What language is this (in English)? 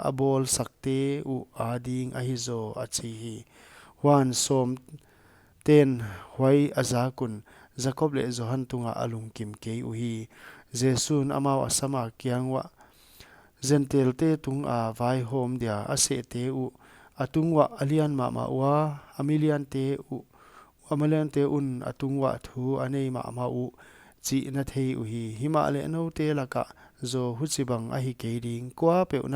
Paite Chin